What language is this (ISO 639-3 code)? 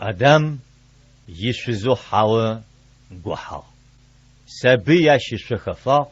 ady